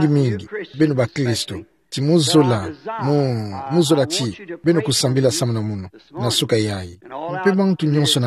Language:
Kituba (Democratic Republic of Congo)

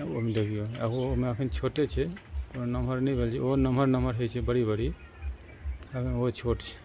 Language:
Maithili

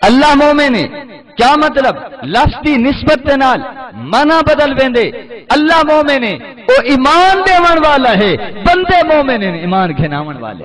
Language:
Saraiki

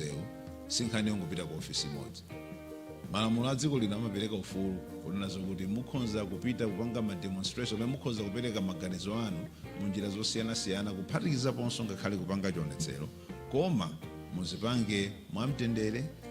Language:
Nyanja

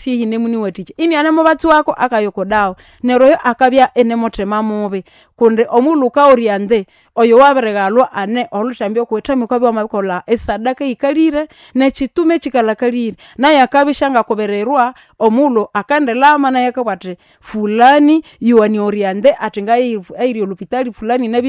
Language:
Nande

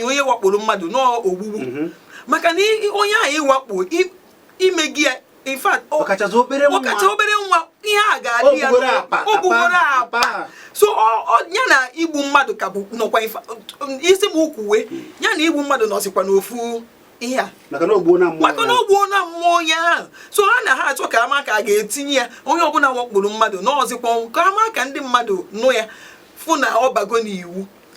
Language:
Igbo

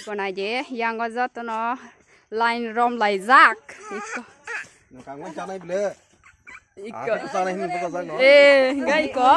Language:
Kok Borok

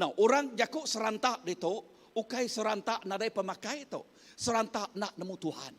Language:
Iban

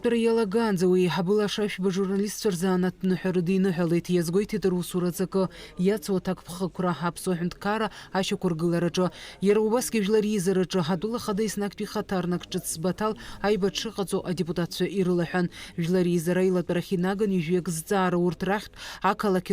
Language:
Abkhazian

